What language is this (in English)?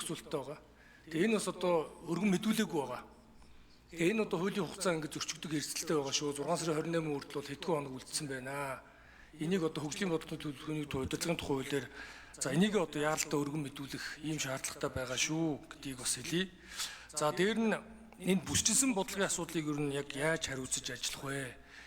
Mongolian